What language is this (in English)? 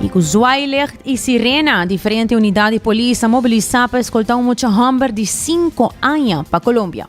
Papiamento